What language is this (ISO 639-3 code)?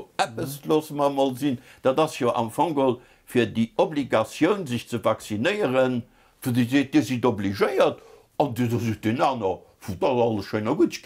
ltz